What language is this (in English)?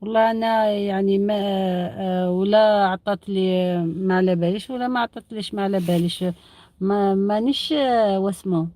Algerian Arabic